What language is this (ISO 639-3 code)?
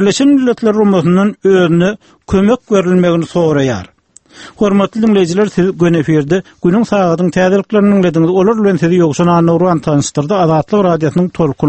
tuk